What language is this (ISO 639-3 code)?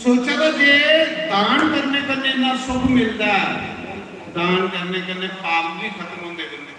doi